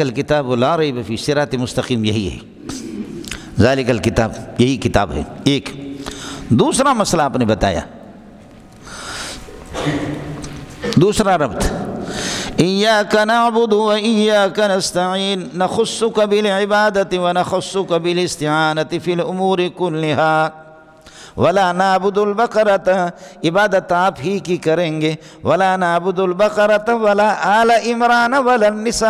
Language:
Urdu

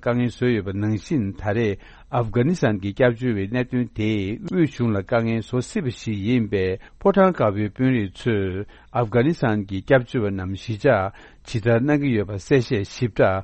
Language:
Tibetan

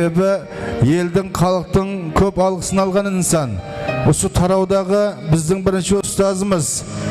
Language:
Kara-Kalpak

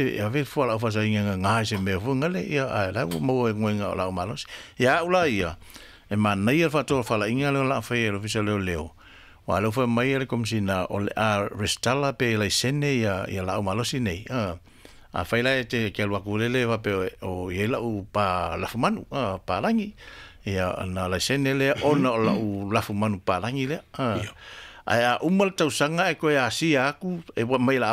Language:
Samoan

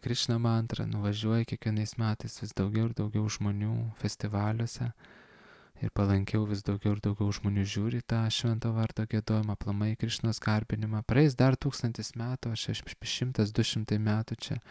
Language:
Lithuanian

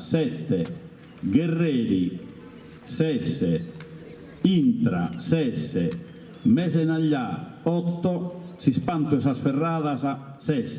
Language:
Sardinian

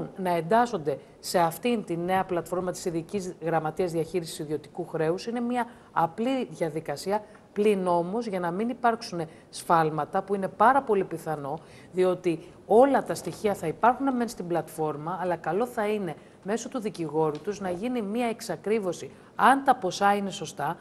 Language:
Greek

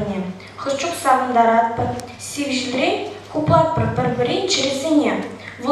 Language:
Chuvash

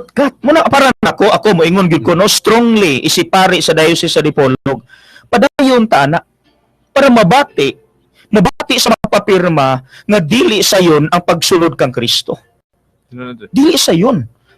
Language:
Cebuano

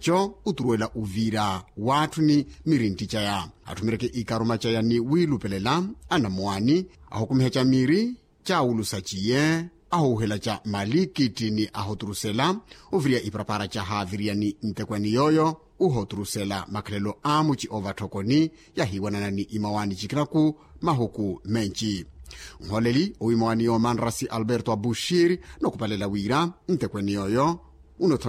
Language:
Makhuwa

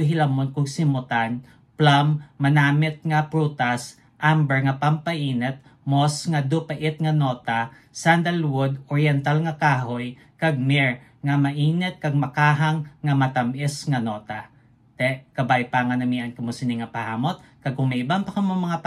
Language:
Hiligaynon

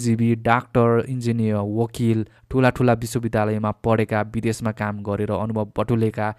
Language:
Nepali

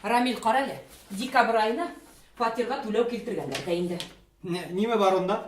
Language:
Bashkir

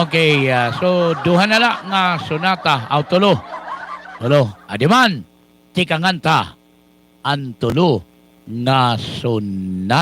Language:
Waray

